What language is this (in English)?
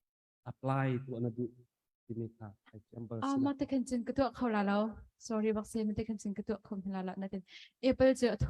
Hakha Chin